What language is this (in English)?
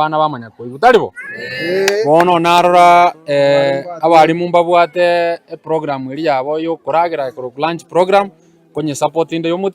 Gusii